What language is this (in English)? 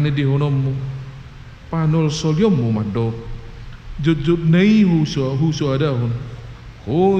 Batak Toba